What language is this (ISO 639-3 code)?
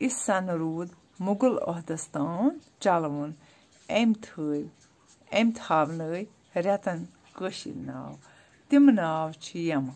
kas